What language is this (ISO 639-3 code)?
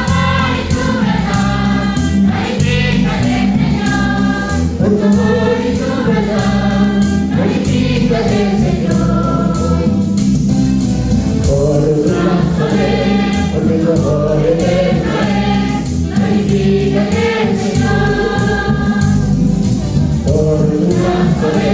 spa